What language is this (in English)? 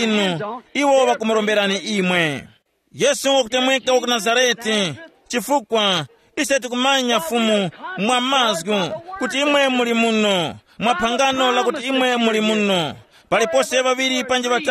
Tumbuka